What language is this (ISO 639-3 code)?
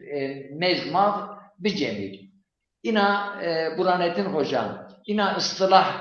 zza